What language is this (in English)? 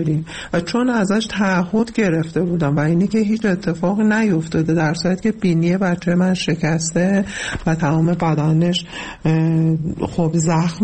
Persian